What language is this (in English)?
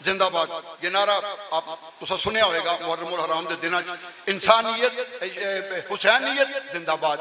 Western Panjabi